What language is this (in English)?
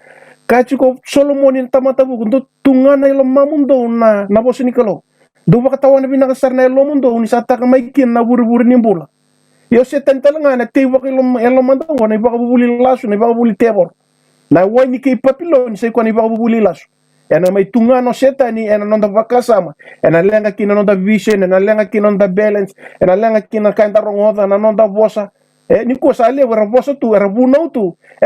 Fijian